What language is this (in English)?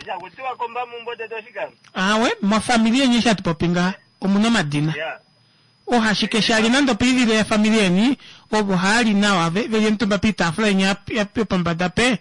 Kuanyama